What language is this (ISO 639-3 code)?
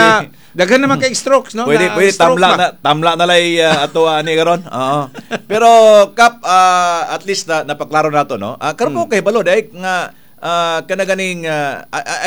ceb